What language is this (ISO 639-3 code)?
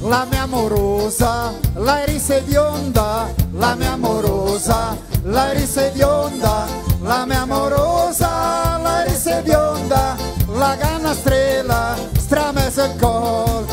vec